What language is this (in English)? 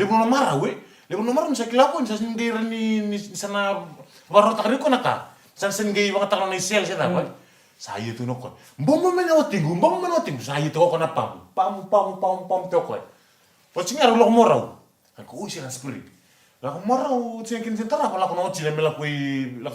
Fijian